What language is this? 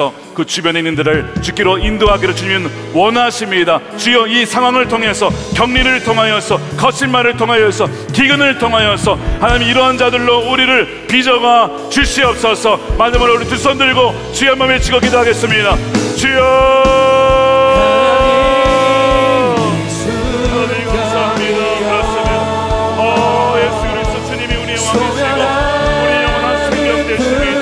Korean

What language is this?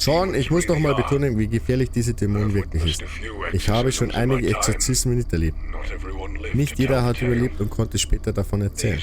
Bavarian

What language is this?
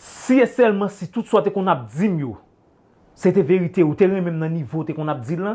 Haitian Creole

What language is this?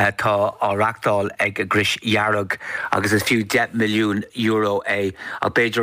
Irish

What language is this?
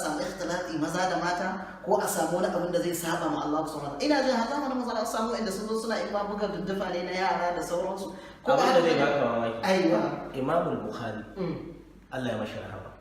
Hausa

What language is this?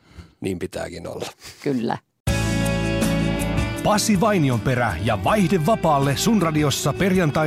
Finnish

